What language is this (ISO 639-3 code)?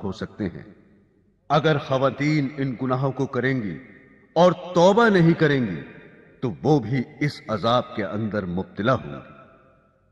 urd